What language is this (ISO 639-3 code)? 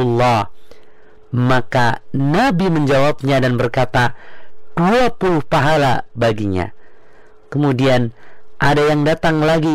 ind